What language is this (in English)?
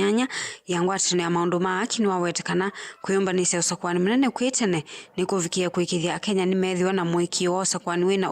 Kamba